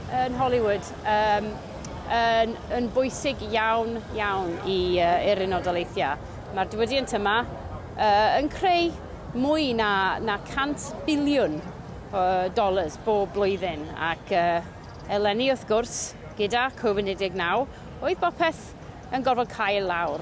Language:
Welsh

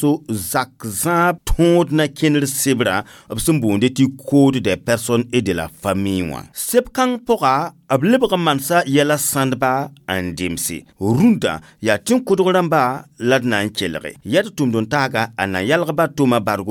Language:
Mossi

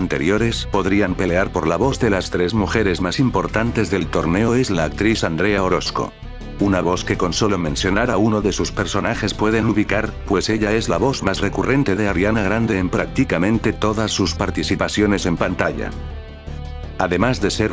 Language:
Spanish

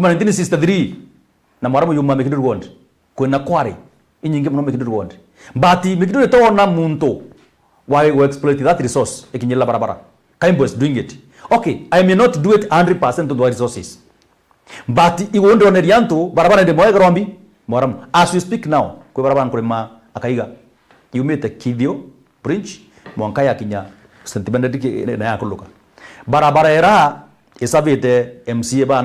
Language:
Meru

